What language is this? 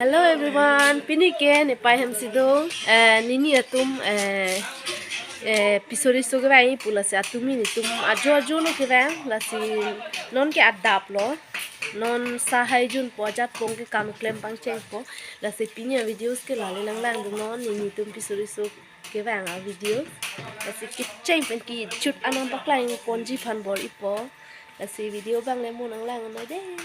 Karbi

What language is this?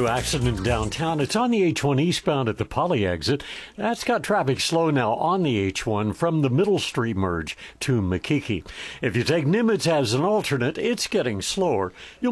English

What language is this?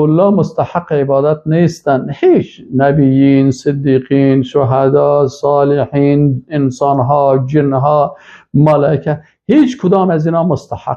Persian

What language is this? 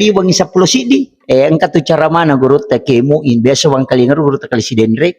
Buginese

